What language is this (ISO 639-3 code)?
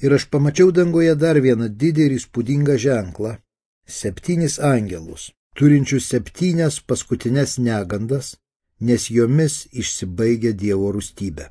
lit